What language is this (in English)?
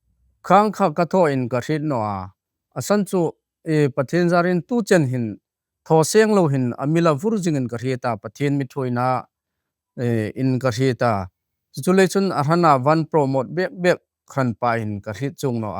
Hmar